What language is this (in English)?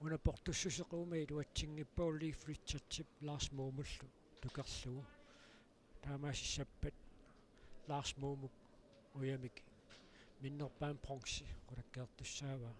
Kalaallisut